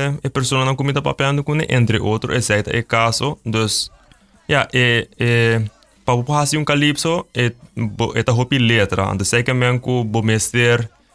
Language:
Papiamento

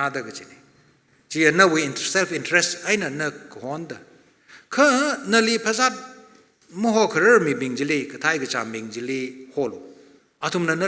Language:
Tangkhul Naga (India)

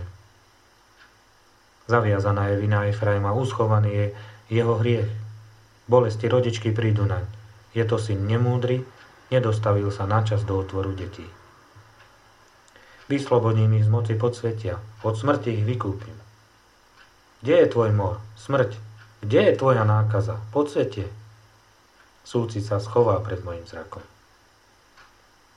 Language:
Slovak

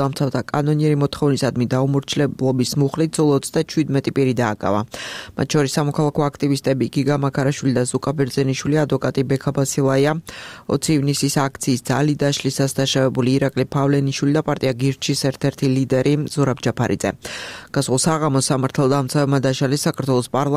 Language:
Georgian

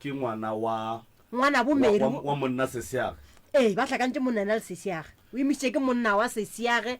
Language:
Northern Sotho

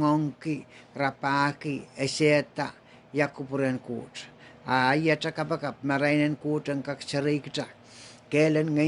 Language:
Pohnpeian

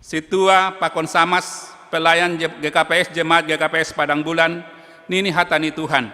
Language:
Batak Simalungun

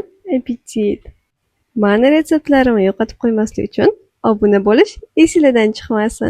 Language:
Uzbek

